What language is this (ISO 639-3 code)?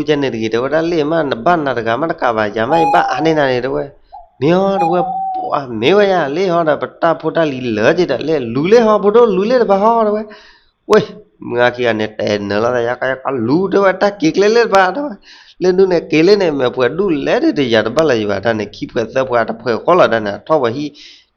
ksw